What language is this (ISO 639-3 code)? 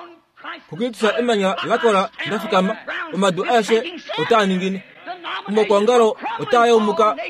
kua